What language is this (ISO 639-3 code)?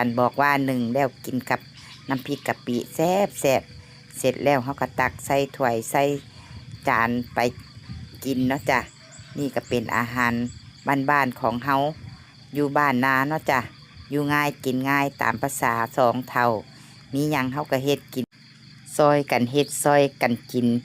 tts